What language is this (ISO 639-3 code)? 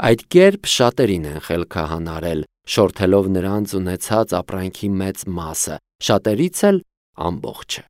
hye